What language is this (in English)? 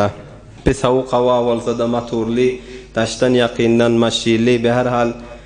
Turkmen